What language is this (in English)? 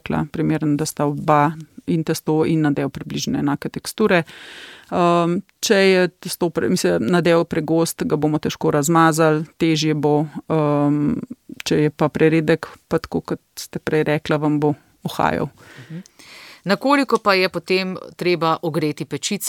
Slovenian